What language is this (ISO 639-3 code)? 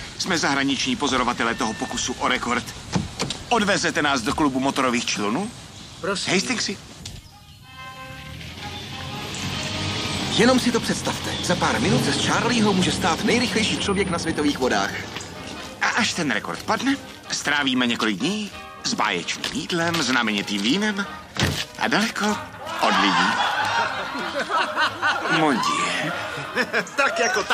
ces